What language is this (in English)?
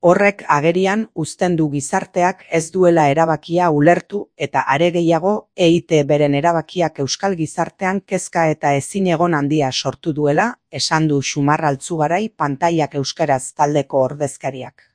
Basque